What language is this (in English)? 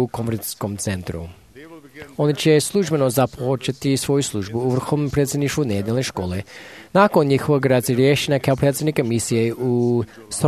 Croatian